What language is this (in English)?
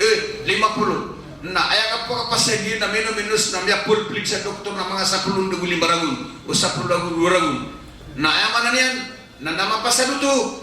Maranao